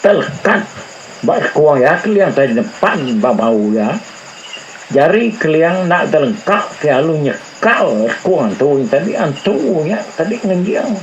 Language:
Iban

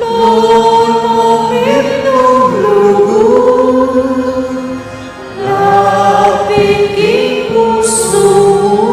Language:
Pampanga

